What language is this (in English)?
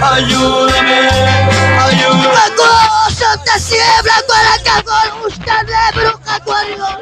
Kekchí